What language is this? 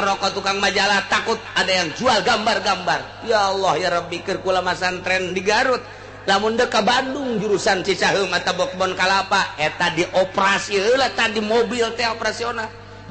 Sundanese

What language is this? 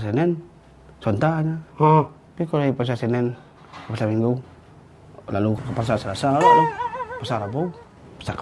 Minangkabau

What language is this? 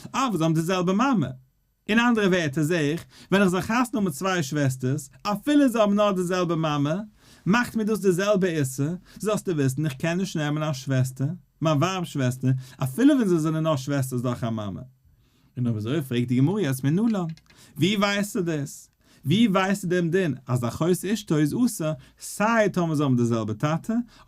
Yiddish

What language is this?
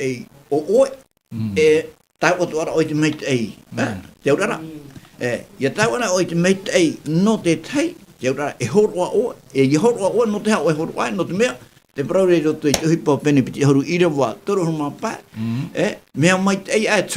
Tahitian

